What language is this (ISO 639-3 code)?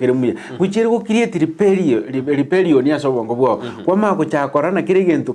guz